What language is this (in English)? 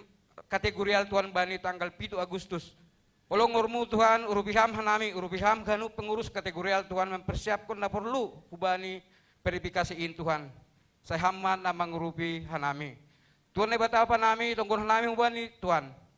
Batak Simalungun